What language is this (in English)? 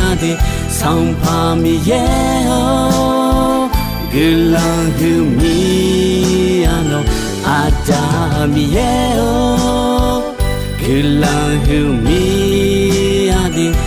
Akha